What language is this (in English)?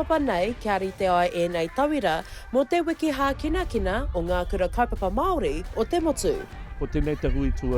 Māori